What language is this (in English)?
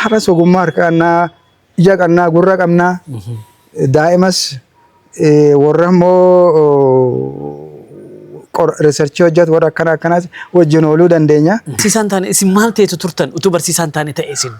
Oromo